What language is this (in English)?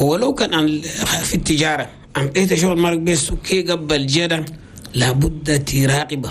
Chadian Arabic